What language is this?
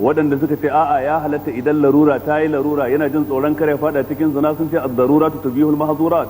Hausa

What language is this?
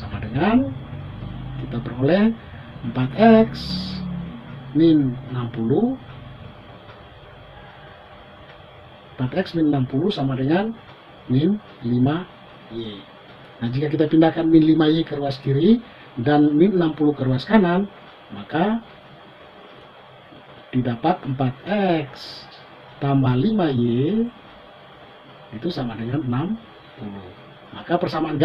Indonesian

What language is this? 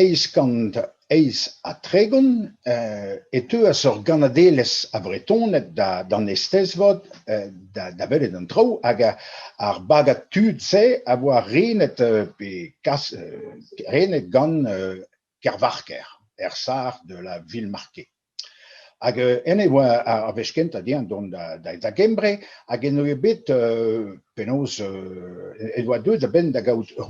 Breton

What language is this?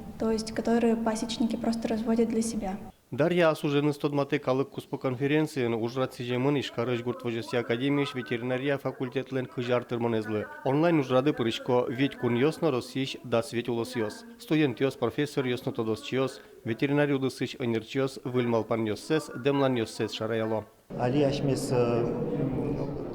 Udmurt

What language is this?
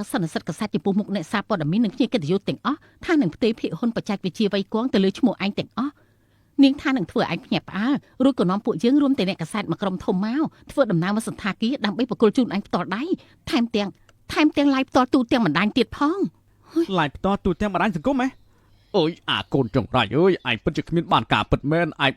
Khmer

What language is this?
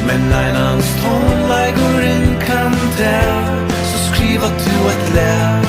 Faroese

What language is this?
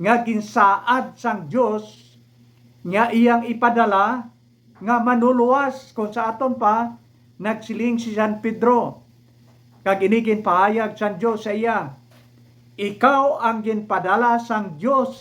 Hiligaynon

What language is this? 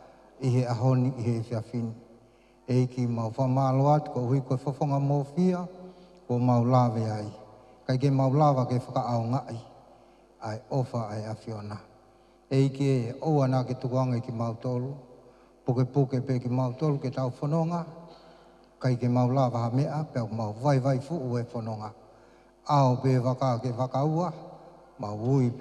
Tongan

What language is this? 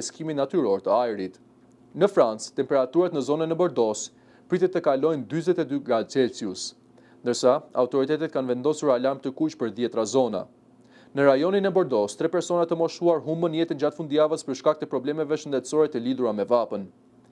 Albanian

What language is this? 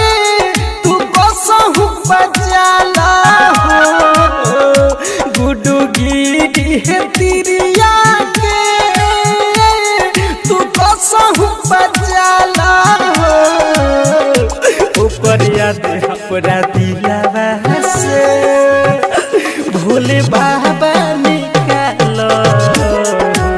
Bhojpuri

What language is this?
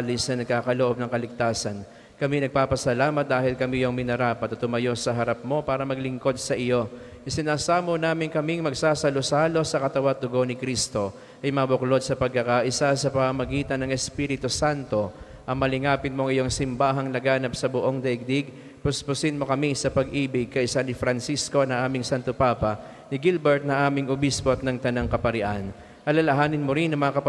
Filipino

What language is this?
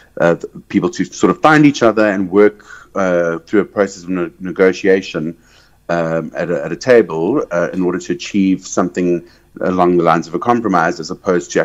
English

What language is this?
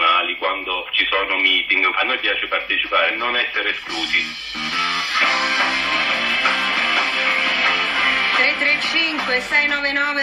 Italian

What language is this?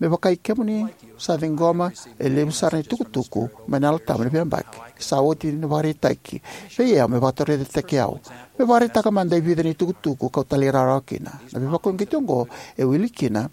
Fijian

